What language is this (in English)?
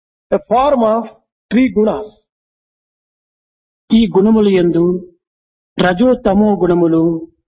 Telugu